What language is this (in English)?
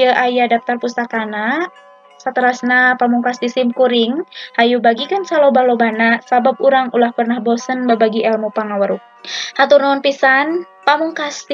Sundanese